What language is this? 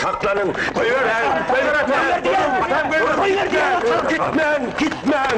Turkmen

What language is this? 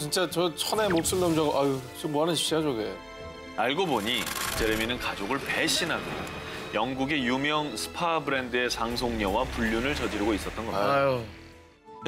Korean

